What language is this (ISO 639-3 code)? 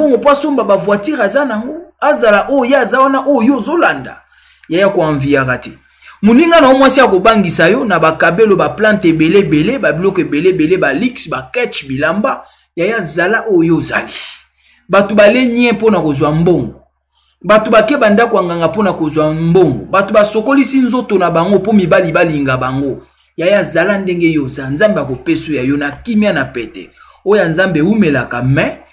lin